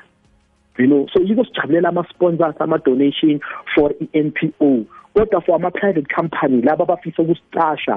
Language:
South Ndebele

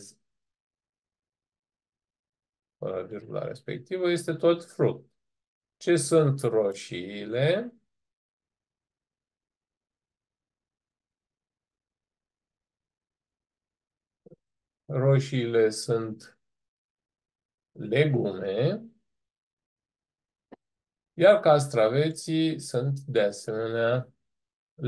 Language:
Romanian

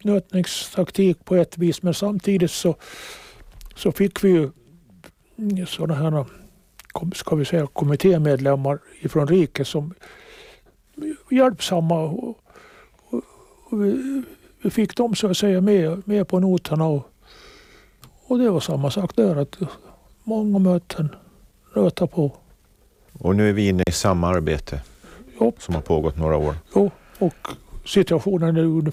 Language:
Swedish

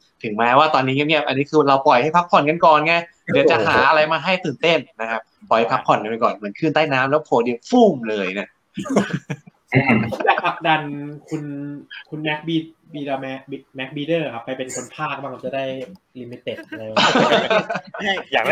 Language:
Thai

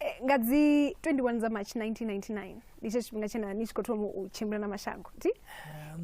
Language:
Venda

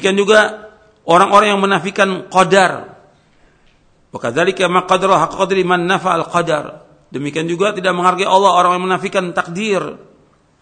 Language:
Indonesian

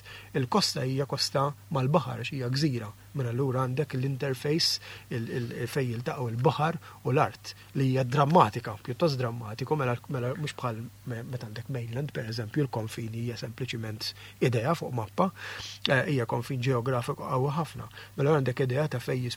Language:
Maltese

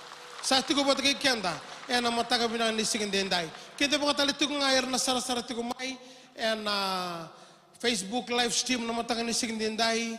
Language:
Fijian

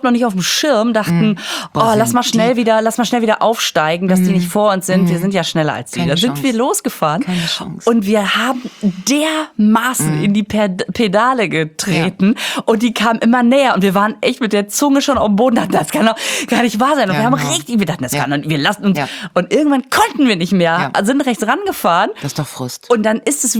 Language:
German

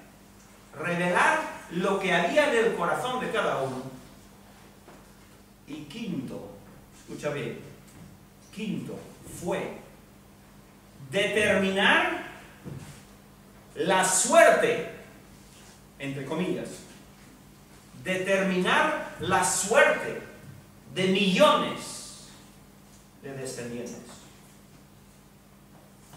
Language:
Spanish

